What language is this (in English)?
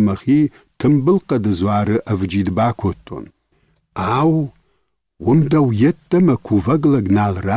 Ossetic